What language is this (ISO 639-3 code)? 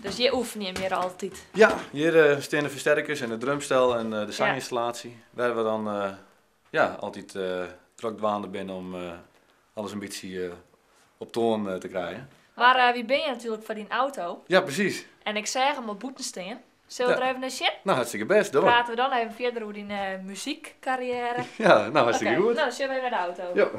fry